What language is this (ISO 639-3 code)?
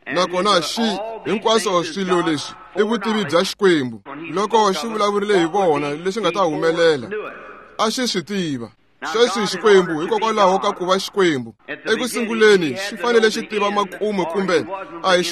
tso